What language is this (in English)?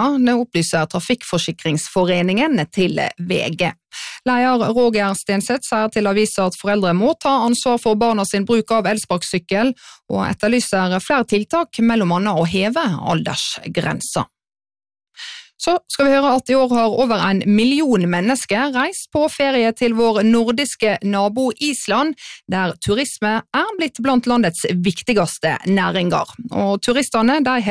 Norwegian